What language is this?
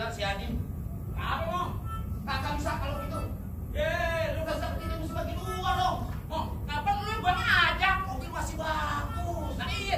Betawi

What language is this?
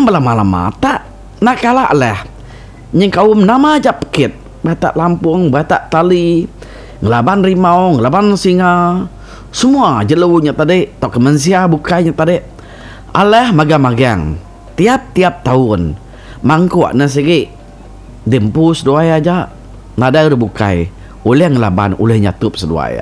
Iban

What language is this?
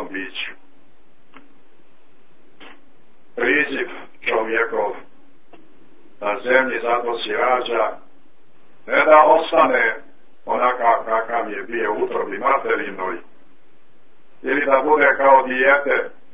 Croatian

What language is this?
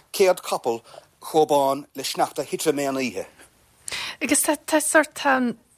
Irish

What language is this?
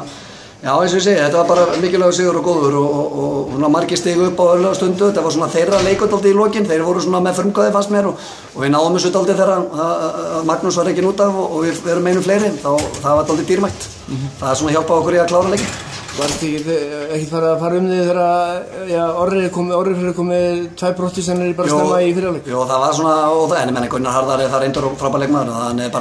Icelandic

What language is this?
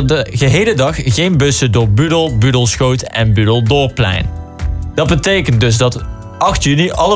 Dutch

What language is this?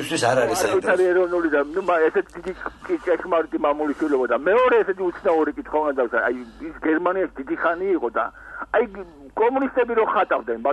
Georgian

